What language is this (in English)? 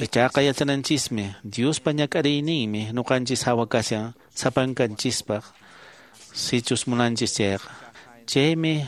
Quechua